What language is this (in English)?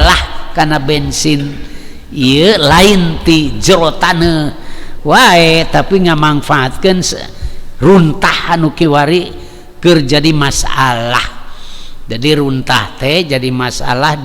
Sundanese